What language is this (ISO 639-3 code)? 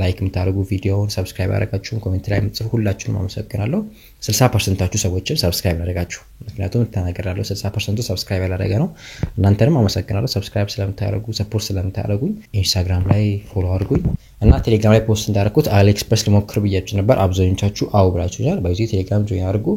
amh